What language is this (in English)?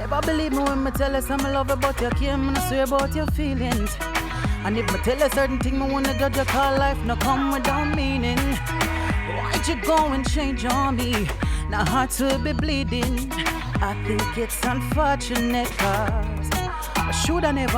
Jamaican Creole English